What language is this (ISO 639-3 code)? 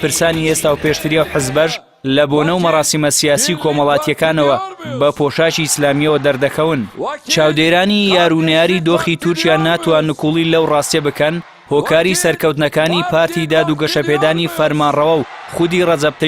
ckb